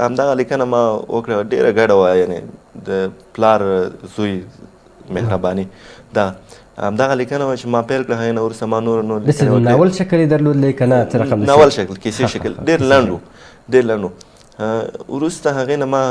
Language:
Pashto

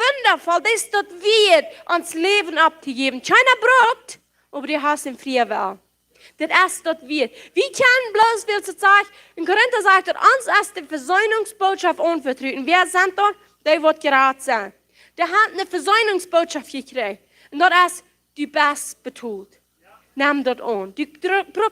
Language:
Plautdietsch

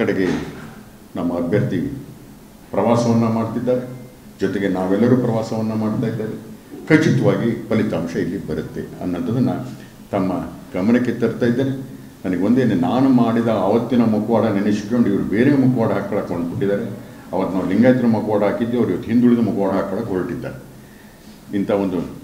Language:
Kannada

